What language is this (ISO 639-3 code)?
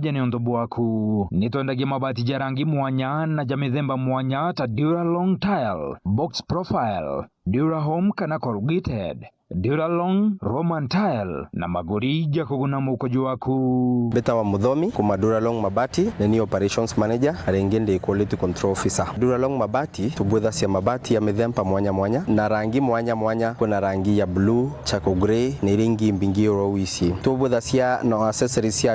mer